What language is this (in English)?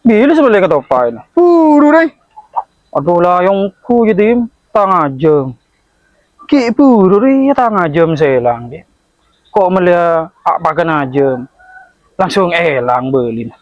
Madurese